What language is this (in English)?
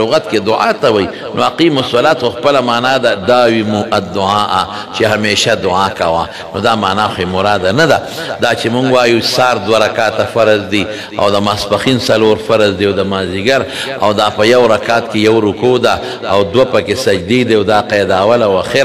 Pashto